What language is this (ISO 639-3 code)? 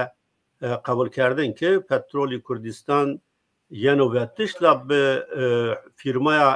zza